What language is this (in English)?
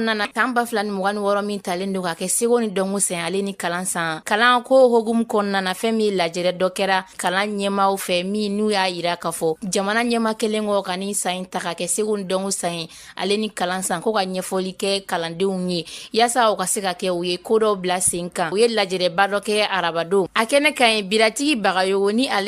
Bambara